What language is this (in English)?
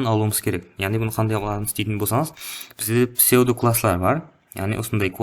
Kara-Kalpak